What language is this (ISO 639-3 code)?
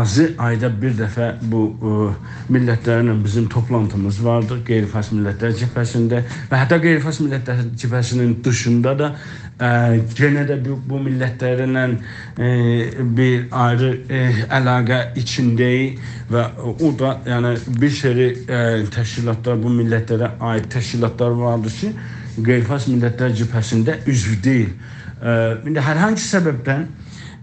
azb